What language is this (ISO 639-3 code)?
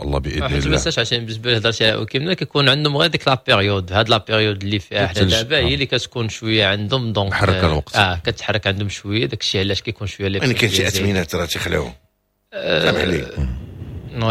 ary